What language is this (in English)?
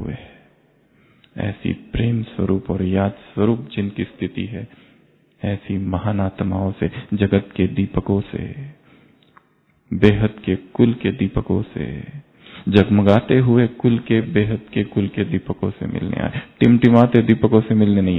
Hindi